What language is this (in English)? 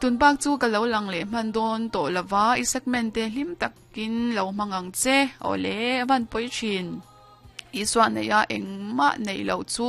Mizo